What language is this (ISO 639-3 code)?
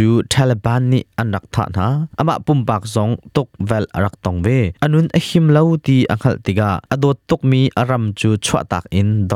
cnh